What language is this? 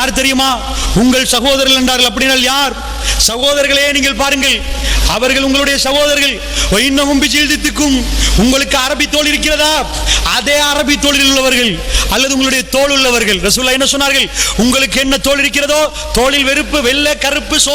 Tamil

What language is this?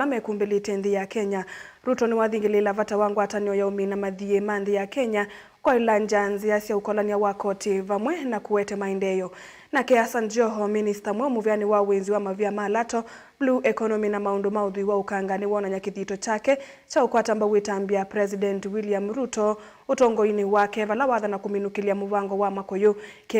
Kamba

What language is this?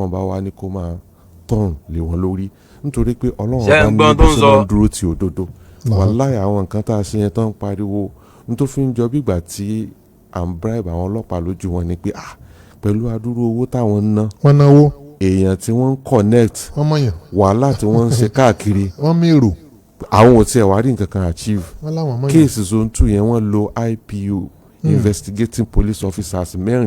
Yoruba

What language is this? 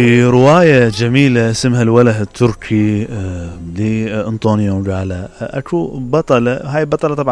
Mesopotamian Arabic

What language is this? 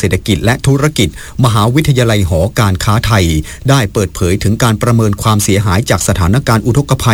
Thai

